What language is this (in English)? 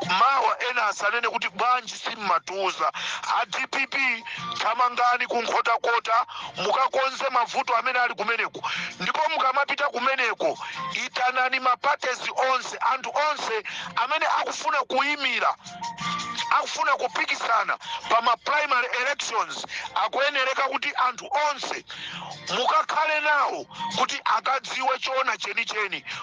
Nyanja